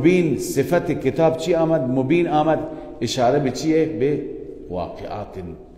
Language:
Persian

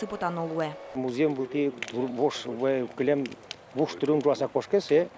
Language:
Udmurt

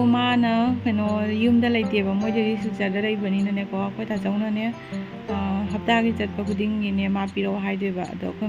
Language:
Manipuri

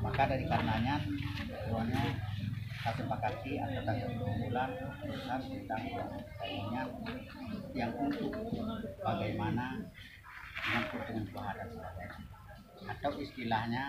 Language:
Achinese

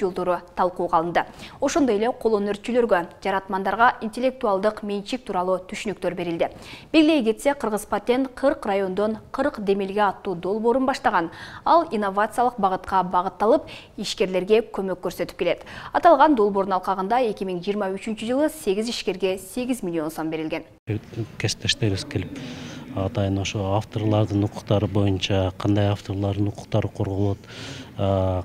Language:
Kyrgyz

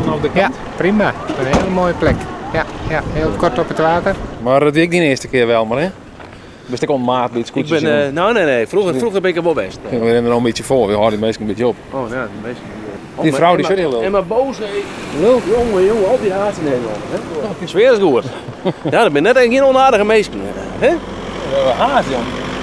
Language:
Western Frisian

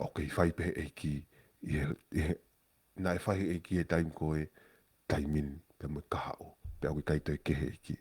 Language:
Tongan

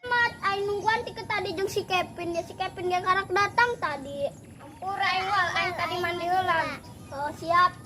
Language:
Sundanese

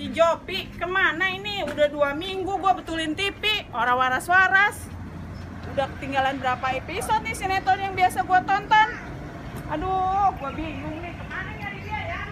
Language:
Betawi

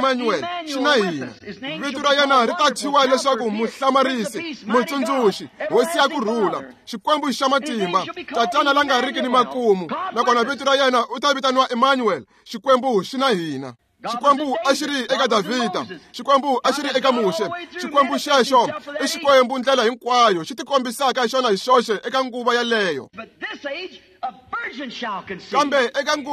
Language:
Tsonga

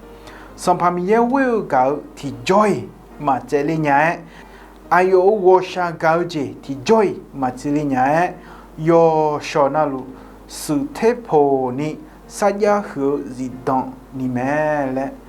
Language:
Akha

